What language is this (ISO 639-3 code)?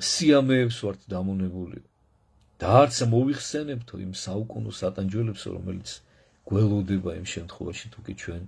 kat